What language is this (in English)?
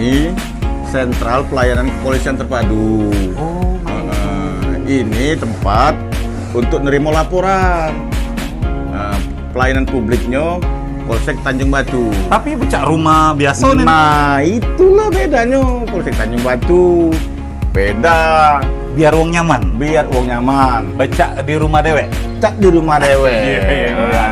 Musi